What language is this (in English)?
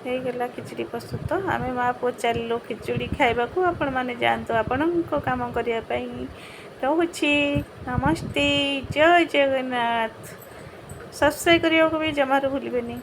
Odia